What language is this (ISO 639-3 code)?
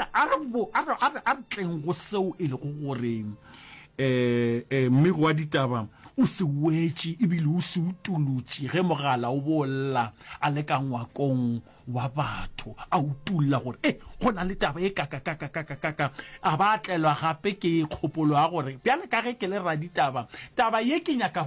nso